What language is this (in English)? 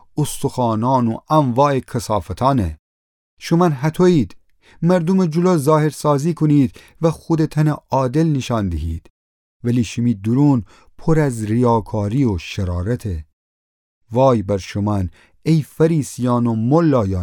Gilaki